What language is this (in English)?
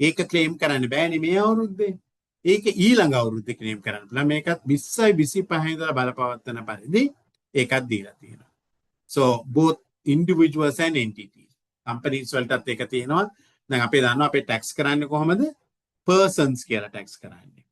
Sinhala